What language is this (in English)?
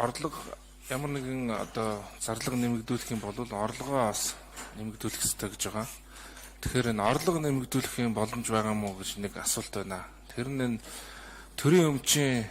Mongolian